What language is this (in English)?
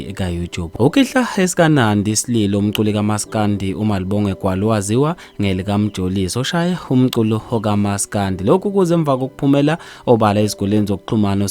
Zulu